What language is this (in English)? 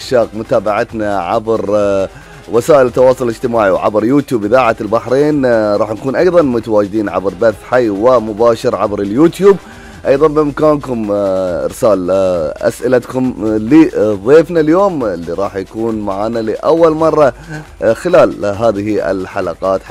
Gulf Arabic